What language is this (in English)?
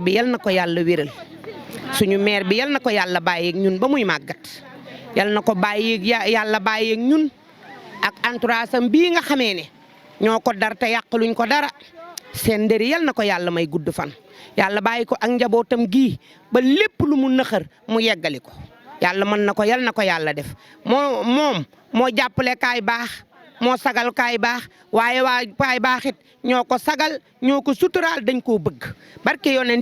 Wolof